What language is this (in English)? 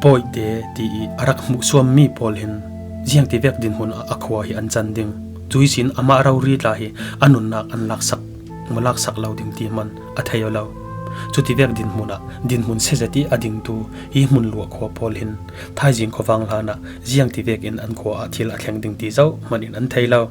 Falam Chin